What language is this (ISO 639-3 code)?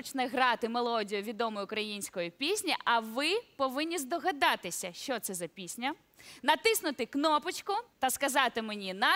ukr